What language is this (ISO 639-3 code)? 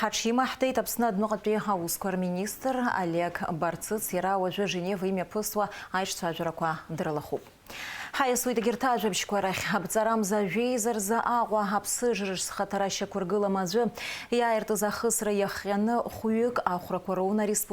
abk